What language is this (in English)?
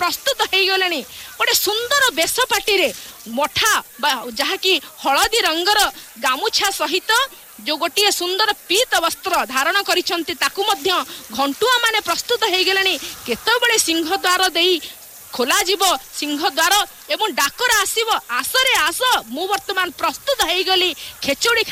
Odia